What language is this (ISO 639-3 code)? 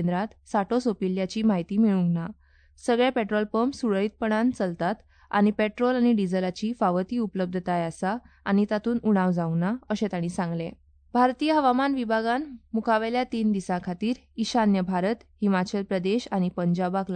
kok